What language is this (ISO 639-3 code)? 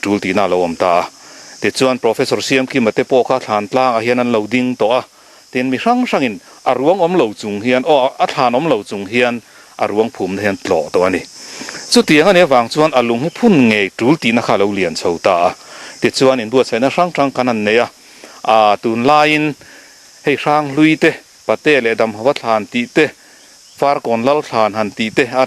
lus